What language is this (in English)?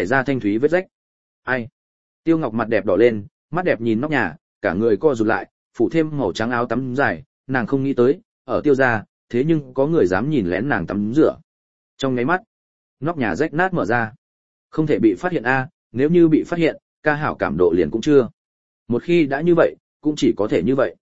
Vietnamese